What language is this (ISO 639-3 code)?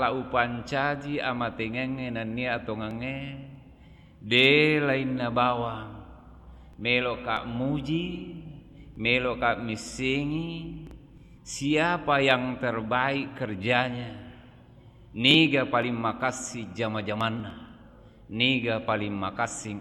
bug